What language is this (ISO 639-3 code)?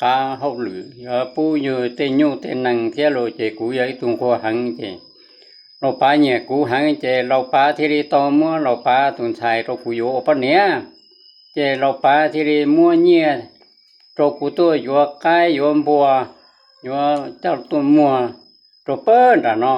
hmn